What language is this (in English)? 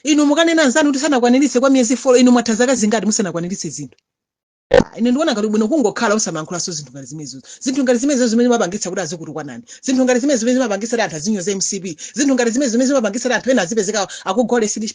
Nyanja